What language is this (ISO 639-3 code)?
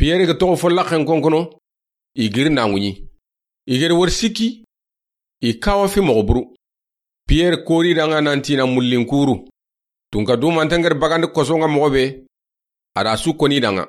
snk